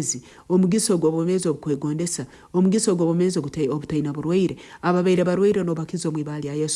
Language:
Nyoro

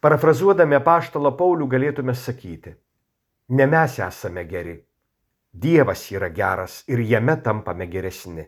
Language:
Lithuanian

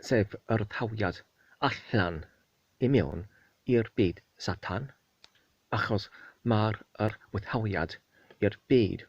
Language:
Welsh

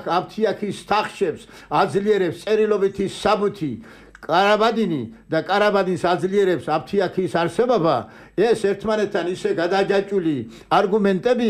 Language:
Georgian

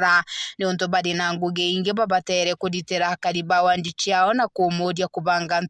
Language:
Meru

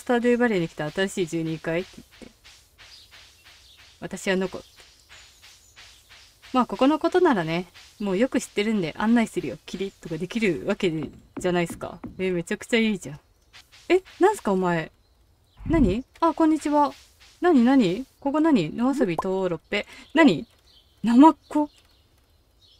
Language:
Japanese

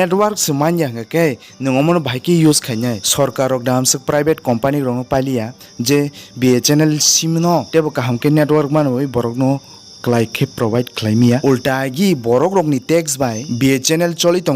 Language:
Kok Borok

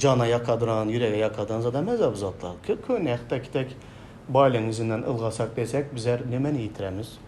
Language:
Turkmen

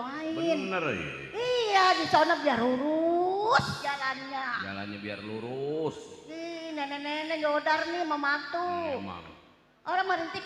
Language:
Betawi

